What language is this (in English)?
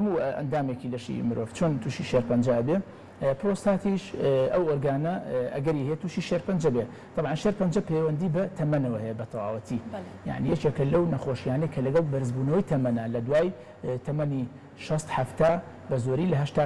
Central Kurdish